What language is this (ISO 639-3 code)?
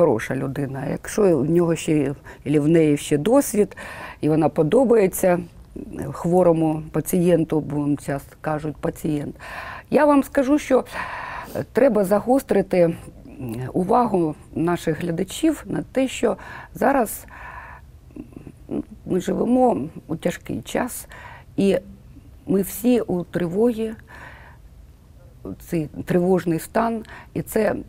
ukr